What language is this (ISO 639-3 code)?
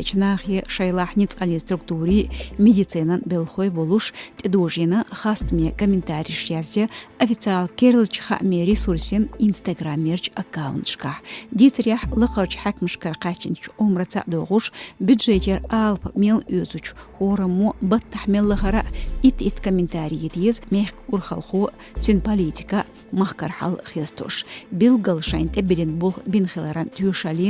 che